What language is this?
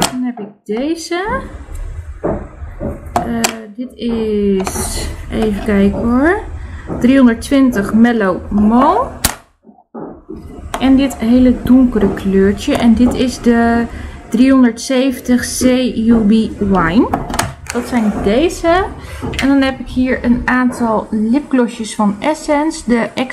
Dutch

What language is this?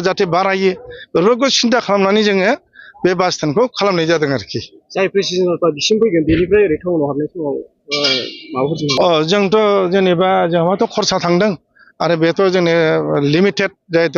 Bodo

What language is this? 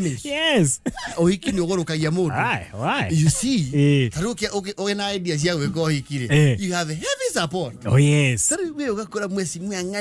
Kikuyu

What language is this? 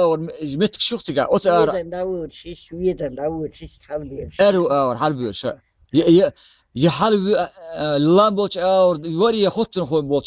Chechen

